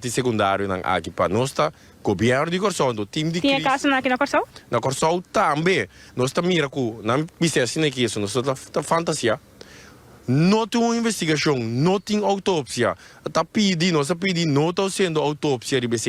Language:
Papiamento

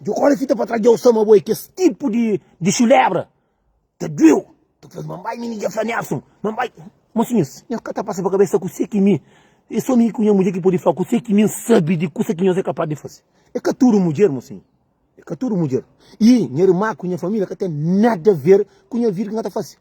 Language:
Kabuverdianu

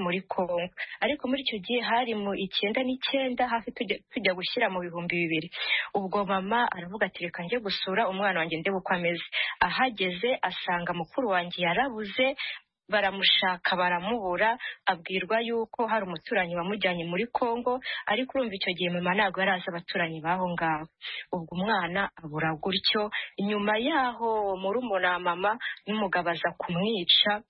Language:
Kinyarwanda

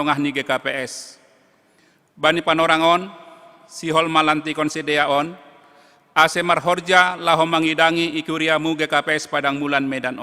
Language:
Batak Simalungun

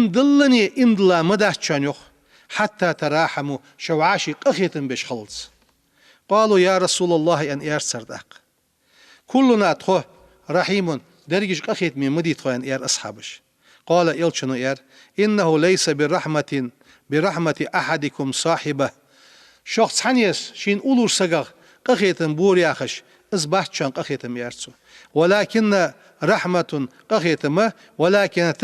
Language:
Ingush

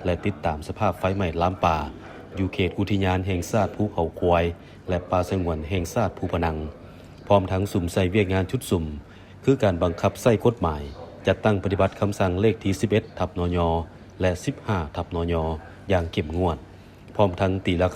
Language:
Lao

